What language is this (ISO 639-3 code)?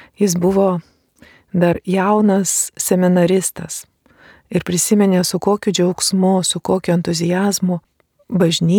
lit